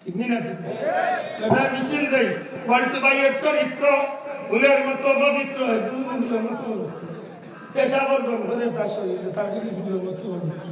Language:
Sylheti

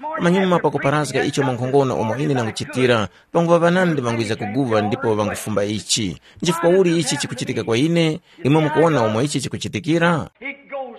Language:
Tumbuka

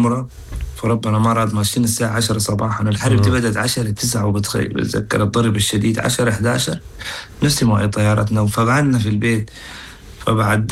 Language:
Sudanese Arabic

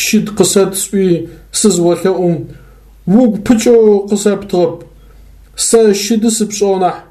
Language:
Adyghe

